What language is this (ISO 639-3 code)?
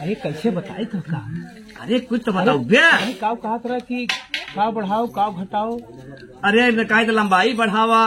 awa